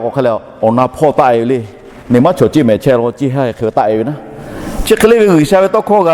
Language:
Lahu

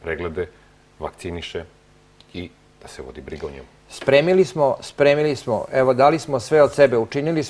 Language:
Serbian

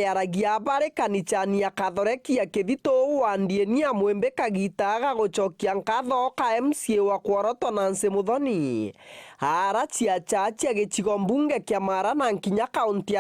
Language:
Meru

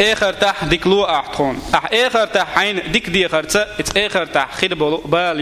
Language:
Chechen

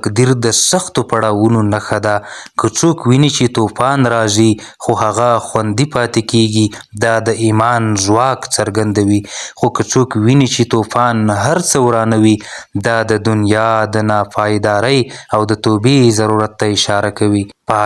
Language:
Pashto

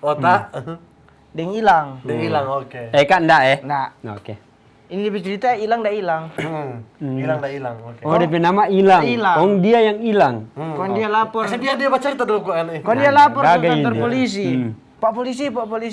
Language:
Manado Malay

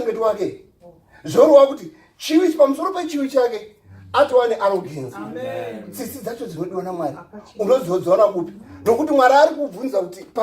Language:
Shona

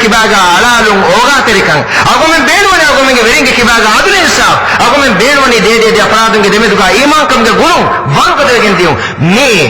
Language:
Divehi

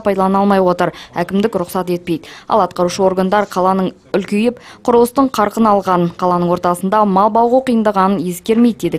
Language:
Kazakh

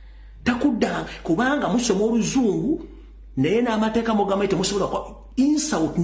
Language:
Ganda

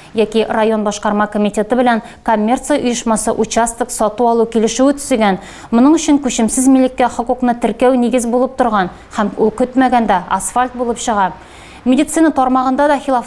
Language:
Tatar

